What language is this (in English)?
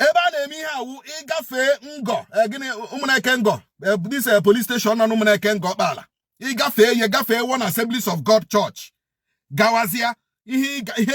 Igbo